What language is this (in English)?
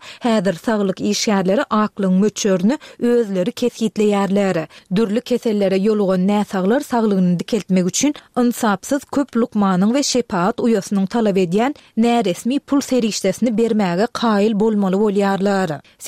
Turkmen